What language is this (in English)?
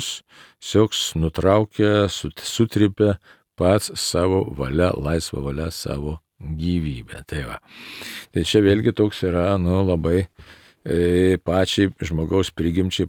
Lithuanian